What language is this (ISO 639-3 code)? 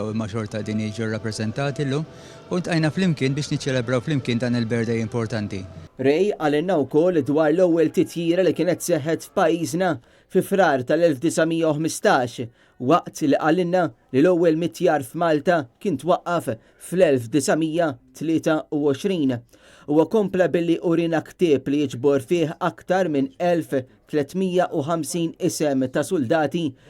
mlt